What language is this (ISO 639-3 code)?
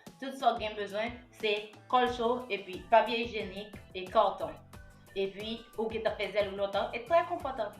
hat